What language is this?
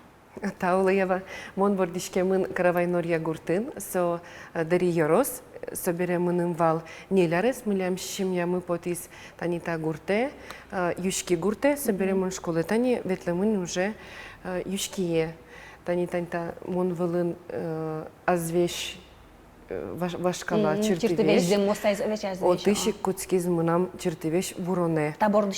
Udmurt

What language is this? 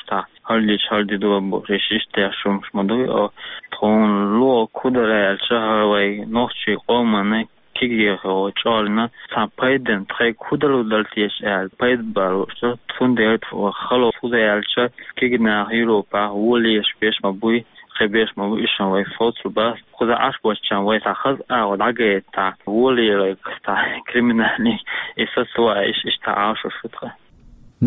Chechen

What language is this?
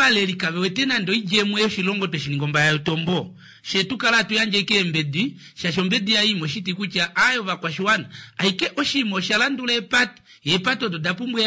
Kuanyama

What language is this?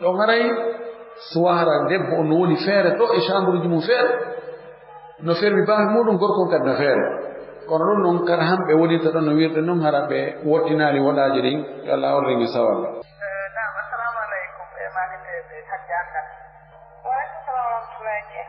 Fula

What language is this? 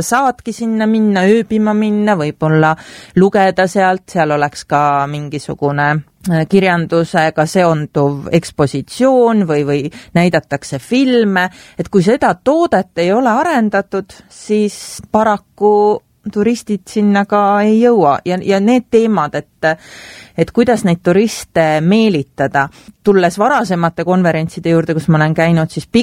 Estonian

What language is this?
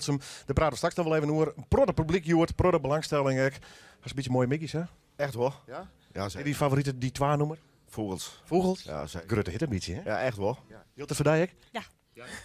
Western Frisian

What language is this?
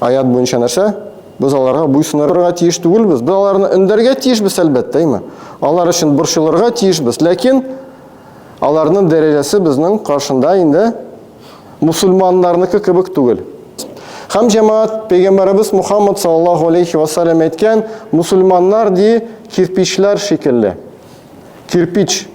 Tatar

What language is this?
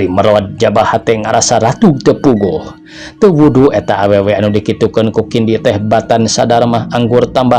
Sundanese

